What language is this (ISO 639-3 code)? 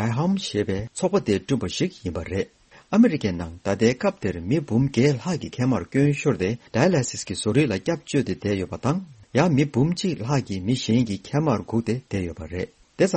bod